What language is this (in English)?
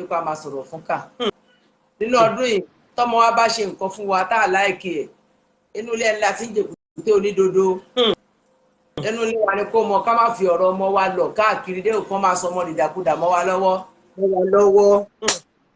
Yoruba